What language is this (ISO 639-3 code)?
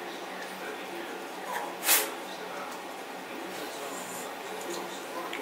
est